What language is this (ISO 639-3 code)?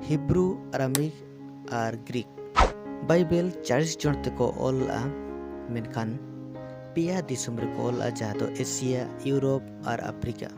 sat